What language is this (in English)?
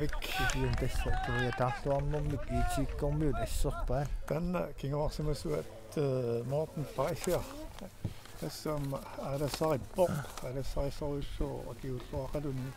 Kalaallisut